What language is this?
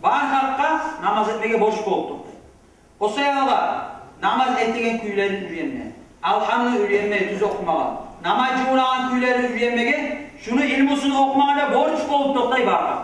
Kumyk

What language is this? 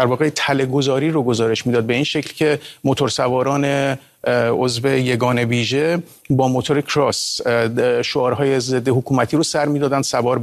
Persian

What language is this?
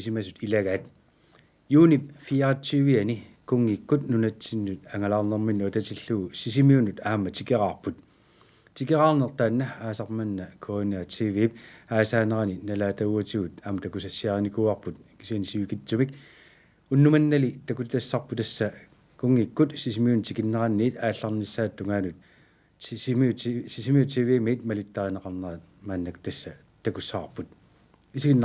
Kalaallisut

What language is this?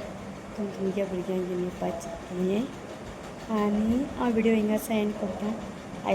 Konkani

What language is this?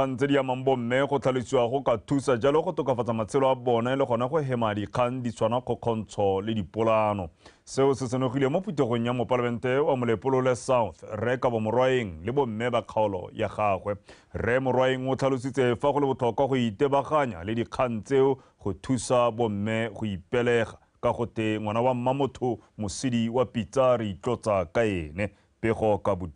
Tswana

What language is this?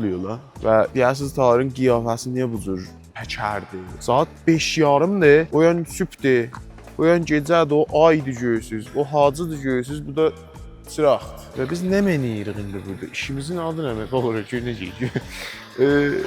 South Azerbaijani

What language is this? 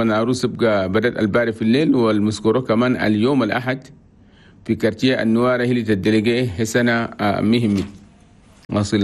Chadian Arabic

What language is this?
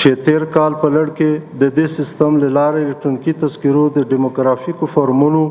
Pashto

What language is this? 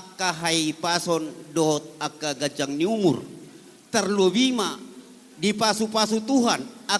Batak Toba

